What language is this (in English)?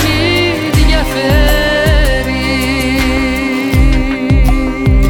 Greek